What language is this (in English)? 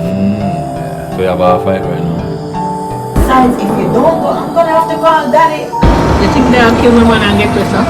Jamaican Creole English